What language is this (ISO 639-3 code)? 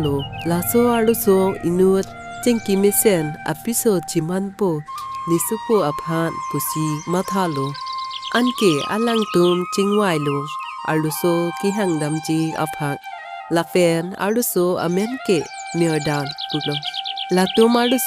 mjw